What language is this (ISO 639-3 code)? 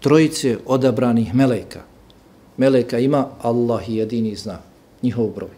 bos